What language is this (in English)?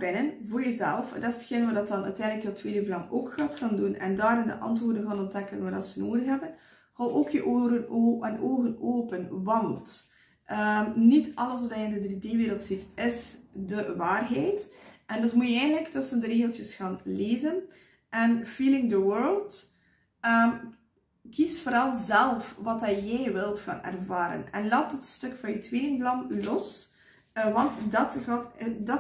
Dutch